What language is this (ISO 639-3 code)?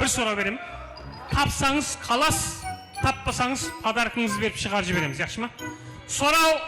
kaa